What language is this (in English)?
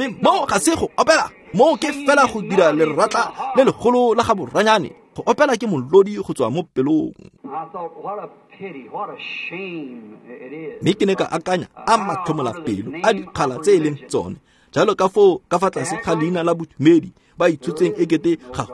Tswana